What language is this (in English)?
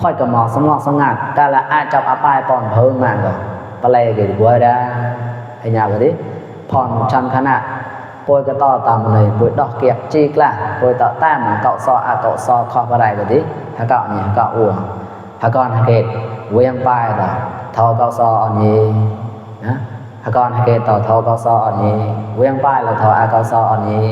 Mon